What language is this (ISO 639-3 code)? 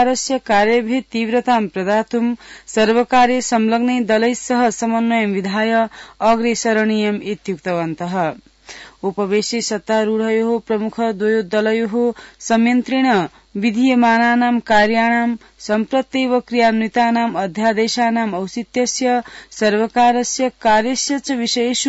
san